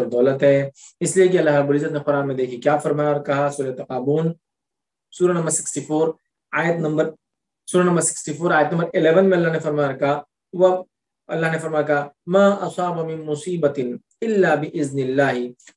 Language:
Urdu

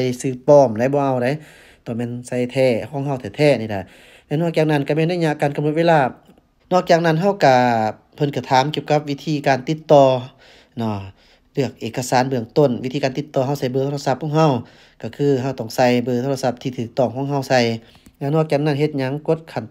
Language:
Lao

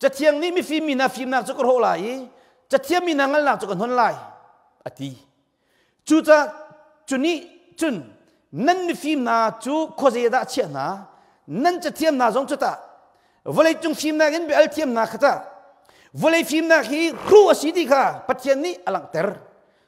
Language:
Hakha Chin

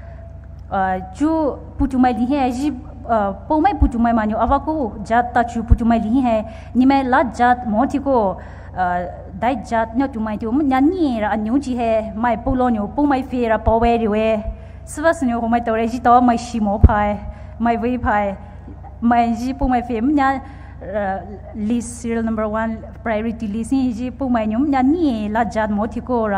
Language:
Poumei Naga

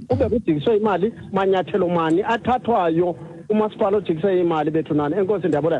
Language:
Xhosa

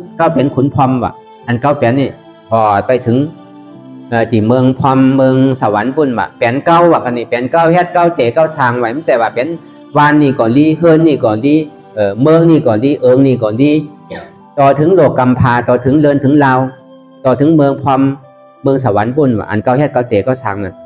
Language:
Shan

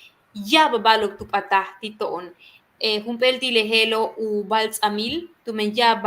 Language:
Yucateco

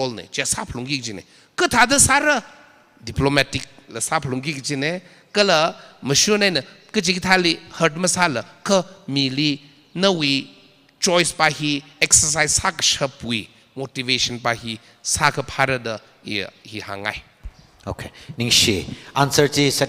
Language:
Tangkhul Naga (India)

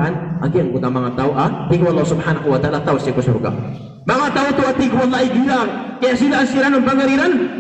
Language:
Maranao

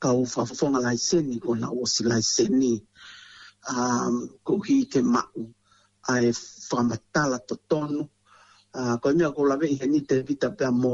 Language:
Tongan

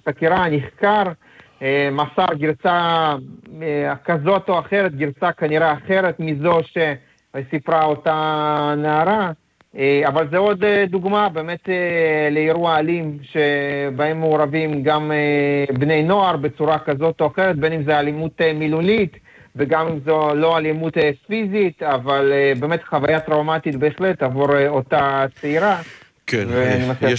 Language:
Hebrew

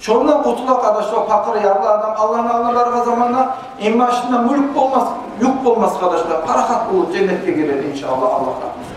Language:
Kumyk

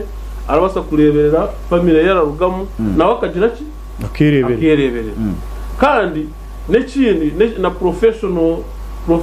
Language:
Nyankole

